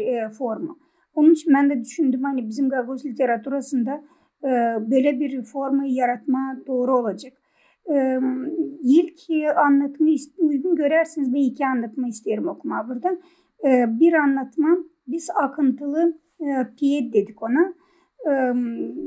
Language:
Gagauz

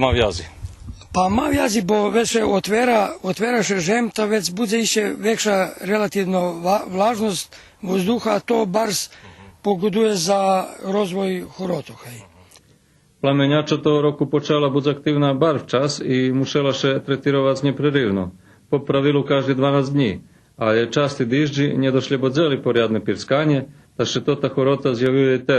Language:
Rusyn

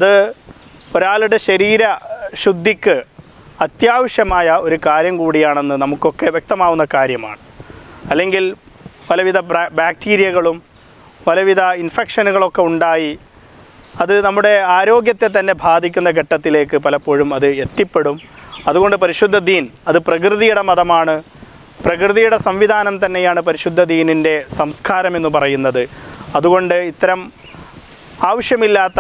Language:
Malayalam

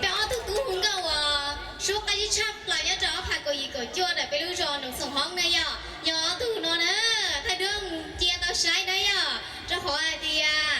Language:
Hmong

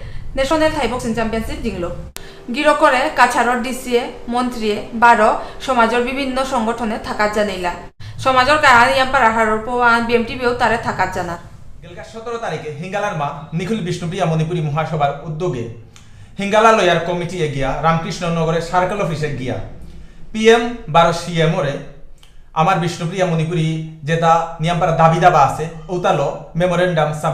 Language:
Bishnupriya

